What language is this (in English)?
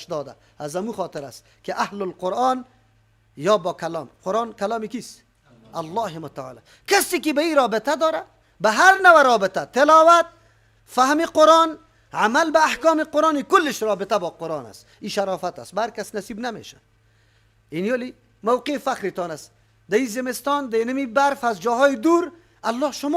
Persian